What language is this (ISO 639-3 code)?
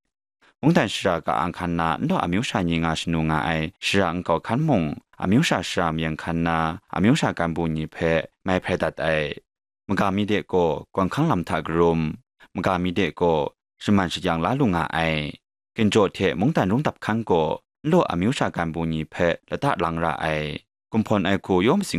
kac